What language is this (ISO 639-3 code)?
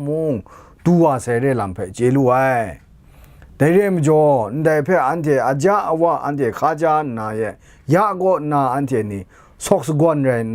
kac